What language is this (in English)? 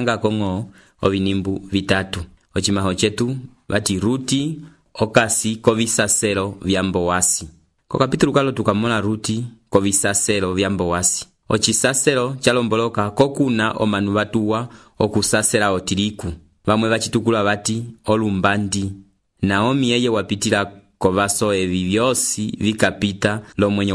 Umbundu